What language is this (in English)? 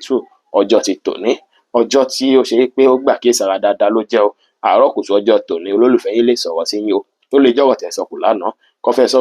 Yoruba